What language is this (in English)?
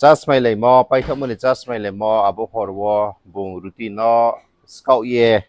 Riang (India)